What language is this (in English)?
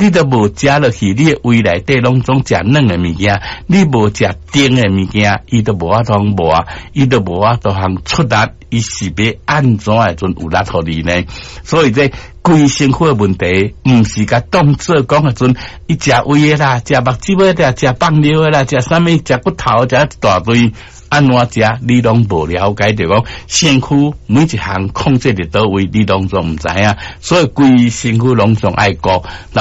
Min Nan Chinese